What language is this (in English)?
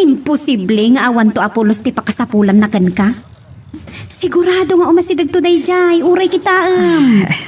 Iloko